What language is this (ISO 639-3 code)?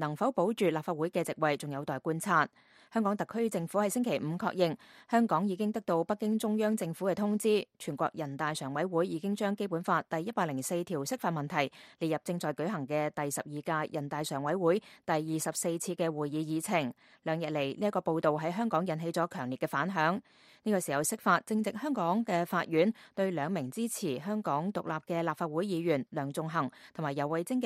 yue